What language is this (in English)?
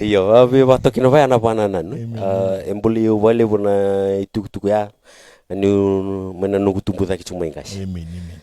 Fijian